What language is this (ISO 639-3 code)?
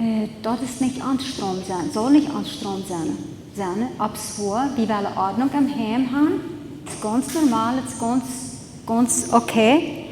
pdt